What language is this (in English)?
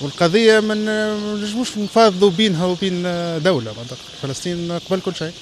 Tunisian Arabic